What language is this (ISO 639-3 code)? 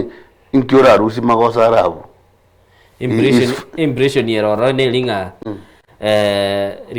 guz